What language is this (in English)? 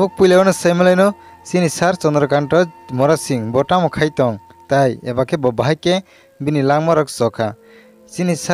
Kok Borok